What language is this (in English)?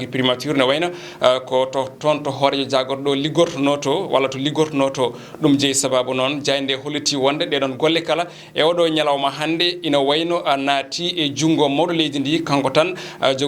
Fula